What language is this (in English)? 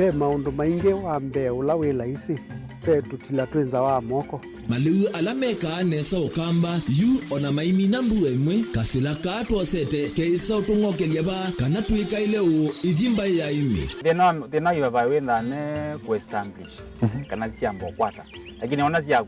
Kamba